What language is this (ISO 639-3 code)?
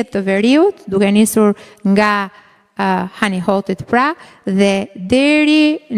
sqi